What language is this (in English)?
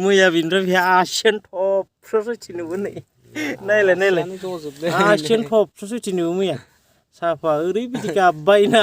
Bodo